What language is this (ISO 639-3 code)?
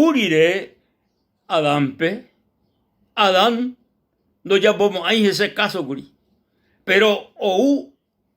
grn